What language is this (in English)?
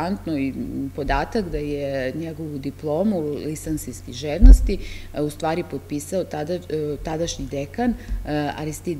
Serbian